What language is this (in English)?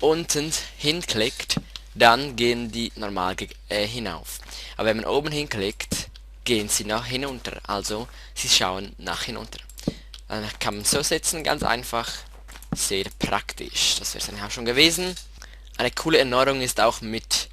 Swiss German